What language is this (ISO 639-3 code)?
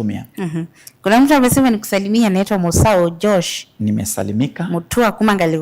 kam